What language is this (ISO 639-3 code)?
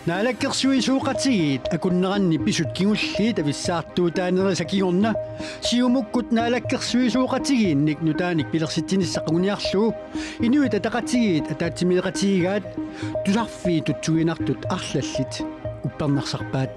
kal